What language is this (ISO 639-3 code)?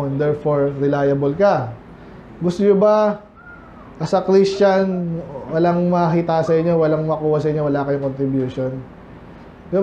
fil